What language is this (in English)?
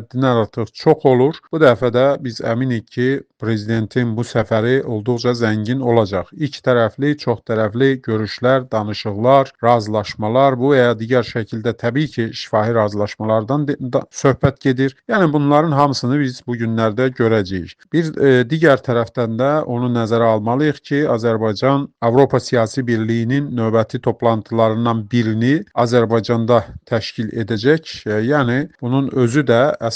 Azerbaijani